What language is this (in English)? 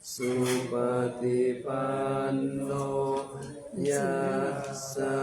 Pali